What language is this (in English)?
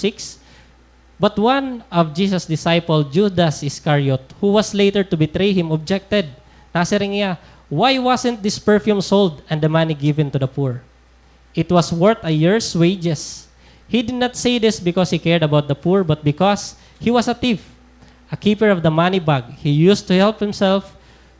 Waray